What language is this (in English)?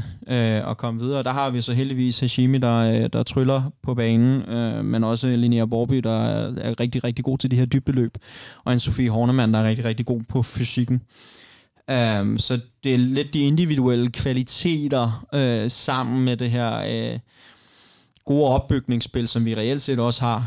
Danish